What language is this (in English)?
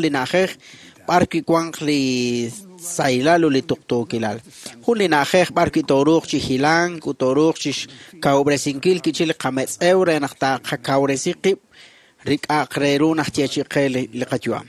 Kekchí